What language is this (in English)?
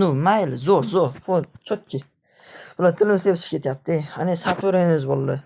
Uzbek